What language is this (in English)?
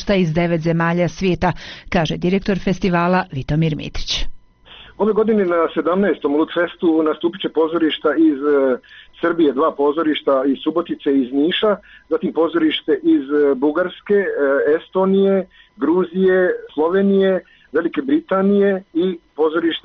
Bosnian